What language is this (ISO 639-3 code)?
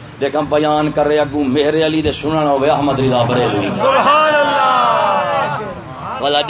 skr